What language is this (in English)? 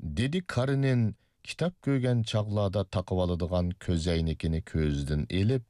Uyghur